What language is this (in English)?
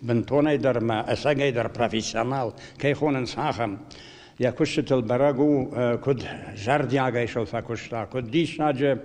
Ossetic